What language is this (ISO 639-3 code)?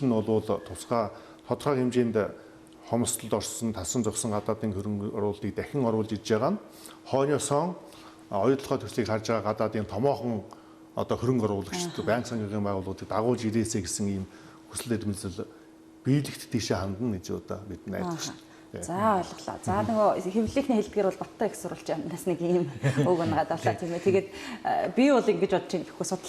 mon